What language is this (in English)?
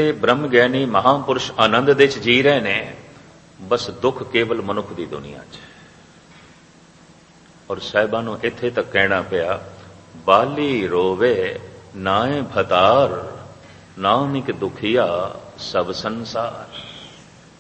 Punjabi